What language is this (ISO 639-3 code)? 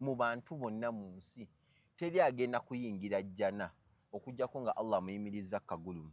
lug